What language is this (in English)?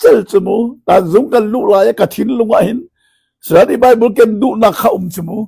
Hakha Chin